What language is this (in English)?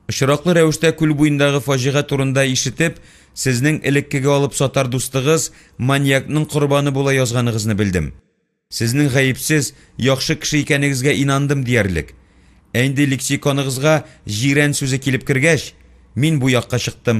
Tatar